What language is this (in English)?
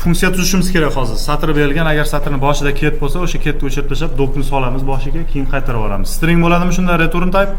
Uzbek